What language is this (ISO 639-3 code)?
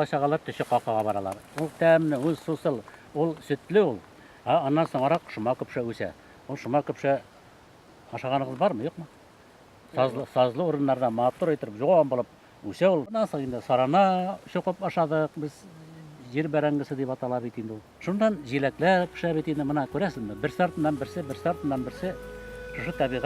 bak